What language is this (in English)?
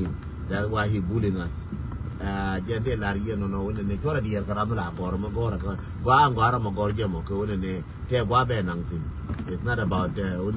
Nuer